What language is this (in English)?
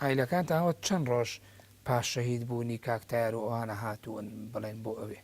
Central Kurdish